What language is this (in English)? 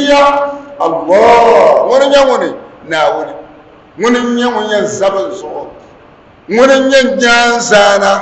Dagbani